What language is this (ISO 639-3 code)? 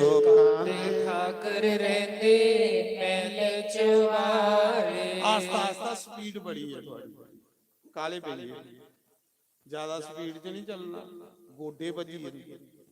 doi